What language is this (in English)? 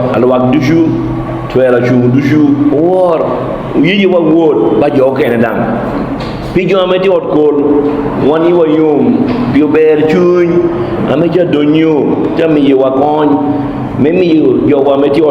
Lango (Uganda)